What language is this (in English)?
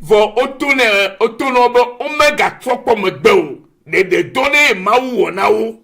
Ewe